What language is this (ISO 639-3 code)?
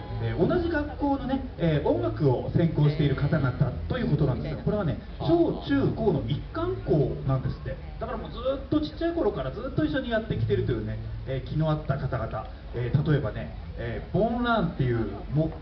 jpn